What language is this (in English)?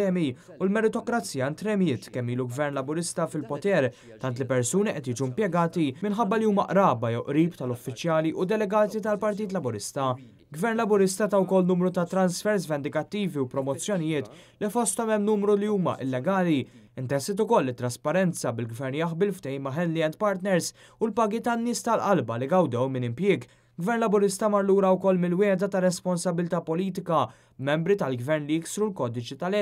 Maltese